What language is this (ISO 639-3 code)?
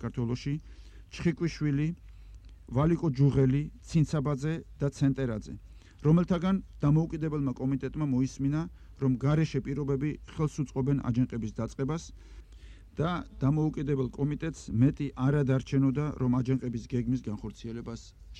kat